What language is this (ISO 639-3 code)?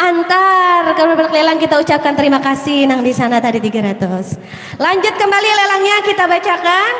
bjn